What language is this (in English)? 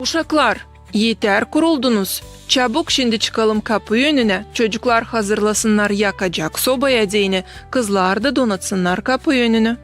Gagauz